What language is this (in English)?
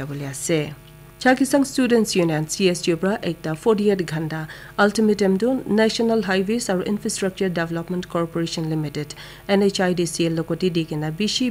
Naga Pidgin